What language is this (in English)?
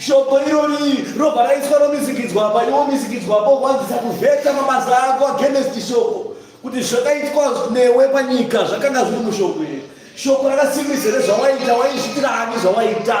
Shona